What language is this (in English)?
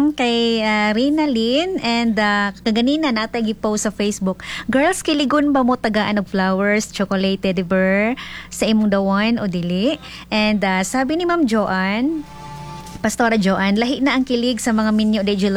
Cebuano